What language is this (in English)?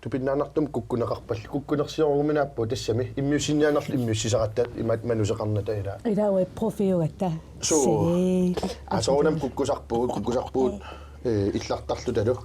Kalaallisut